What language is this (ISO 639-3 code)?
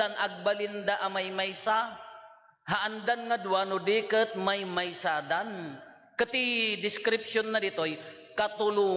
ilo